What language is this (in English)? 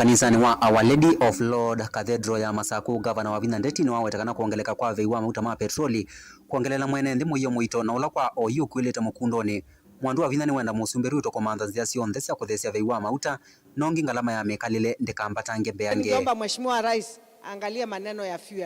Kamba